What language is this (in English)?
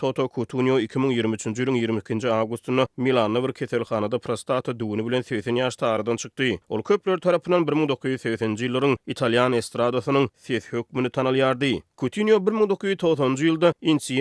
Turkmen